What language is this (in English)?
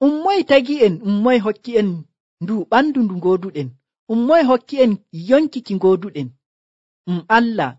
Nigerian Fulfulde